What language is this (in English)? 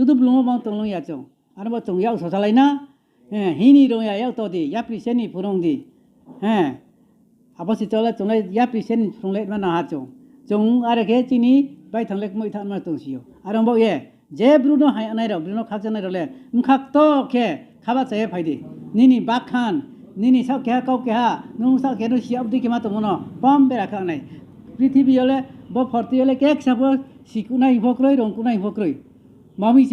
Riang (India)